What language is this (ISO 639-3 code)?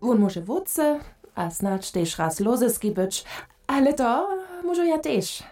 hsb